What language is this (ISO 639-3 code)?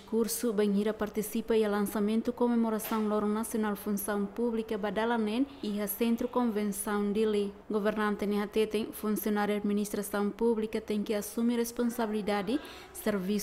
tet